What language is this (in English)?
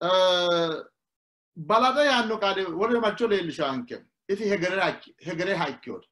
Sidamo